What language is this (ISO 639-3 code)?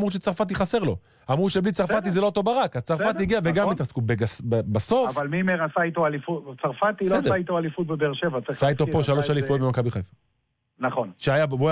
heb